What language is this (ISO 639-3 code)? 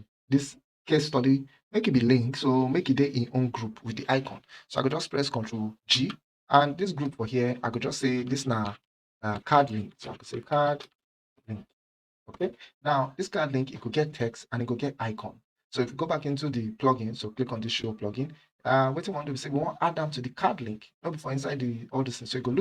pcm